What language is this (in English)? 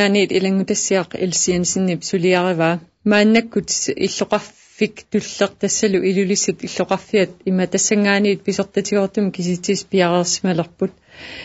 Kalaallisut